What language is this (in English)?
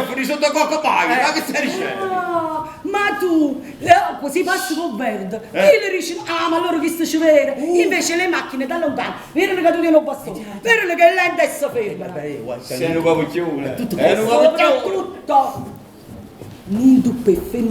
Neapolitan